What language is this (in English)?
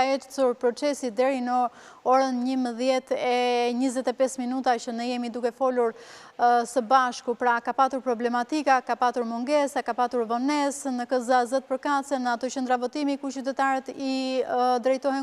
Albanian